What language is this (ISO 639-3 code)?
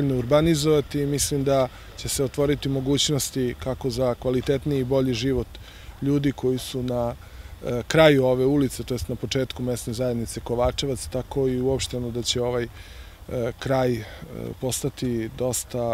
srp